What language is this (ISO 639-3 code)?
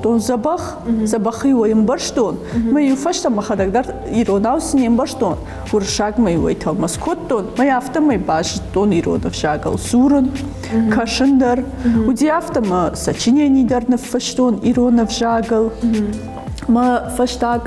oss